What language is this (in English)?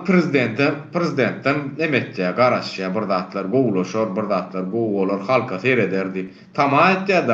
Turkmen